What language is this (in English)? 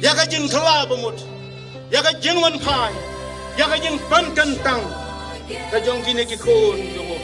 Khasi